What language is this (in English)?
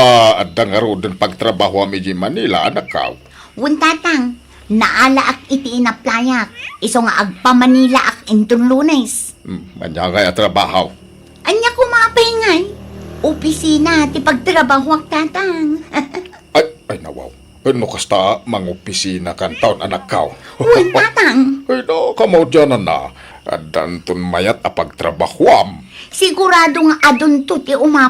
Iloko